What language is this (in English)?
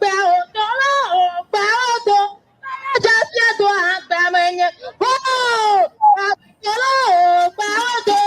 Ewe